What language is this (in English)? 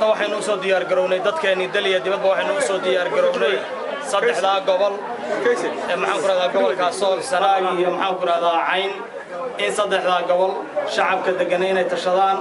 Somali